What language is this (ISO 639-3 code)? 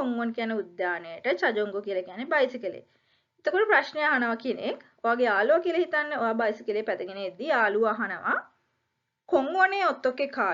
sin